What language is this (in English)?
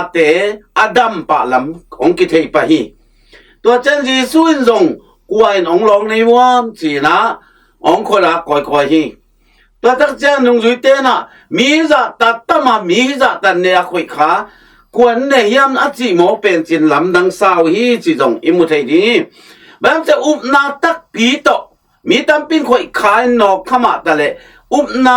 Tedim Chin